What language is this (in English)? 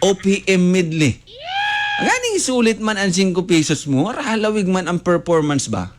Bikol